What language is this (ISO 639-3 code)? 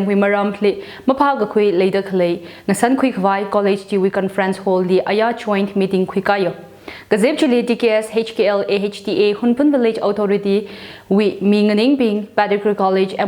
nmf